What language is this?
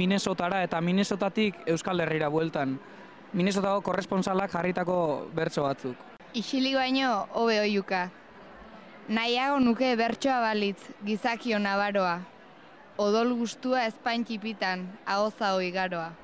Basque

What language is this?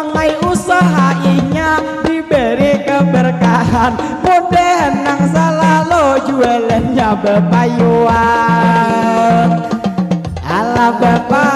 Banjar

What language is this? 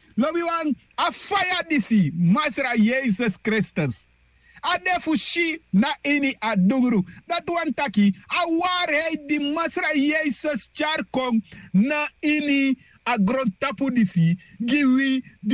Sranan Tongo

